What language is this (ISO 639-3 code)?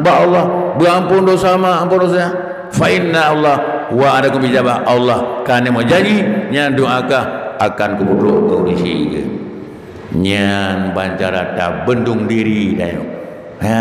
ace